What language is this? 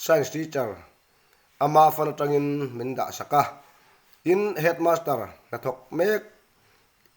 Mizo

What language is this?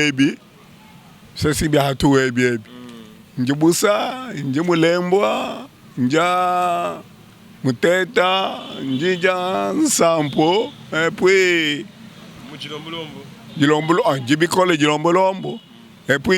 Luba-Lulua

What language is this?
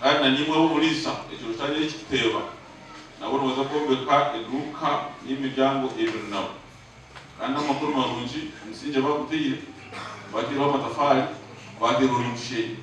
Nyankole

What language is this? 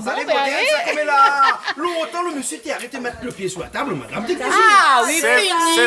Réunion Creole French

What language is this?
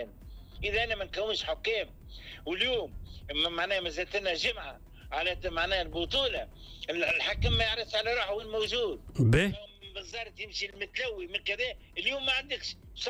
Tunisian Arabic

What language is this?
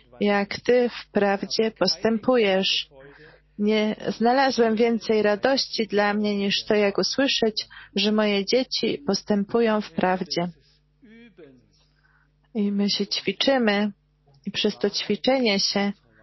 Polish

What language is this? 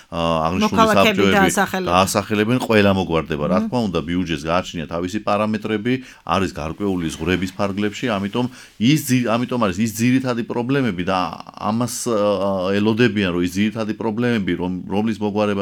Georgian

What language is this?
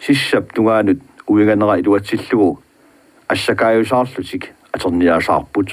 Kalaallisut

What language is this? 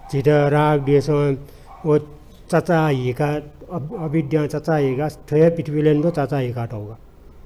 Newari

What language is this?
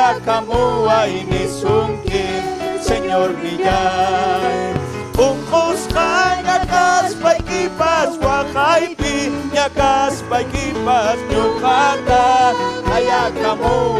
Ayacucho Quechua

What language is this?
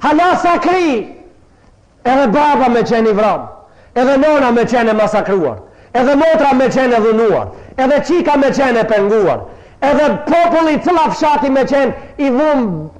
Albanian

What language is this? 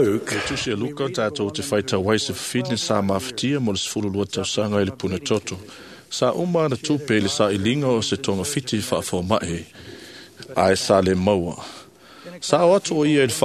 Samoan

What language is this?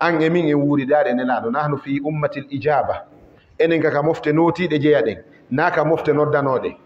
Fula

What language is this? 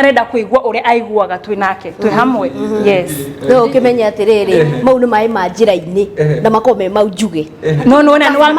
Kikuyu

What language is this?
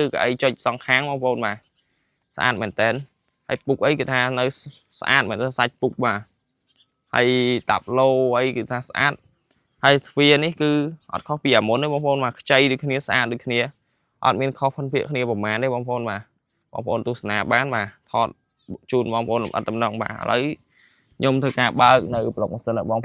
Khmer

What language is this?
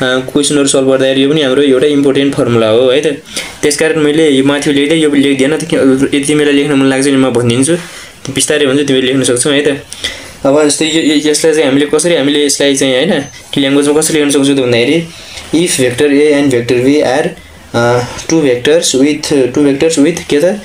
Nepali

